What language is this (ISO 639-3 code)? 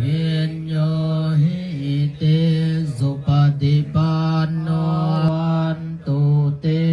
pli